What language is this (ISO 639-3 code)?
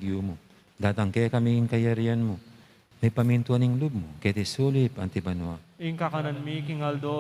pam